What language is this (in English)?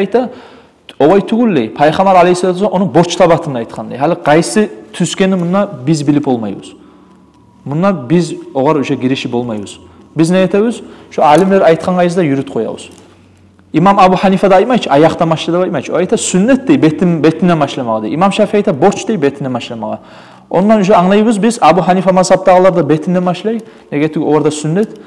Kumyk